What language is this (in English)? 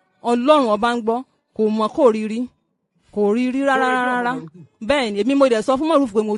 Yoruba